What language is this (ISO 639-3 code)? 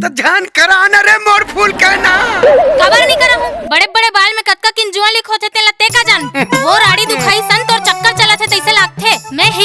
hne